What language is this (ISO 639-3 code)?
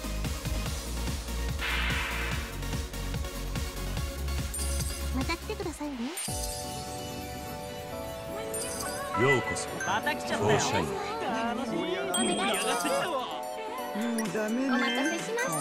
jpn